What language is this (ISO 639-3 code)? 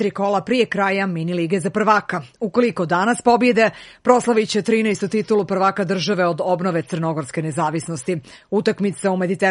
srp